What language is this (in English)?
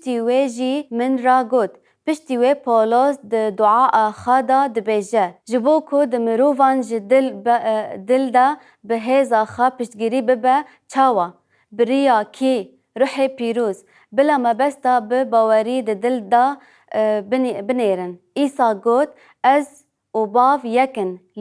Kurdish